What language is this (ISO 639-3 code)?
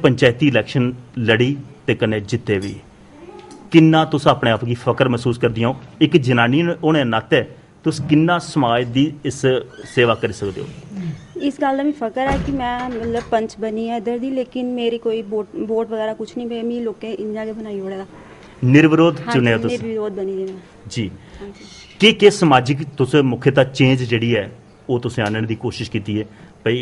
doi